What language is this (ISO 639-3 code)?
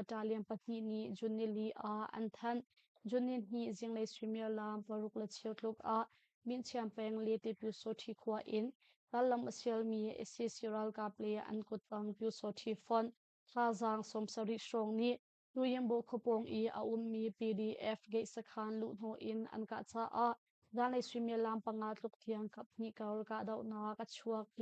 cnh